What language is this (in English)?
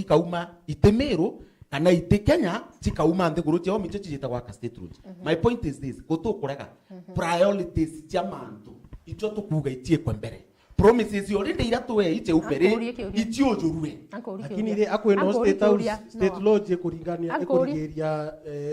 Meru